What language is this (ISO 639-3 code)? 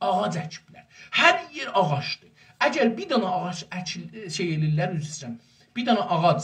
azb